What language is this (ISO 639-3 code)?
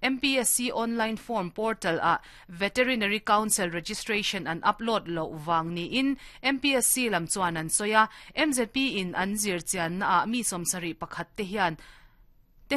lus